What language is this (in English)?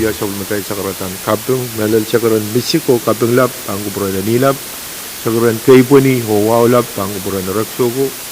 Pohnpeian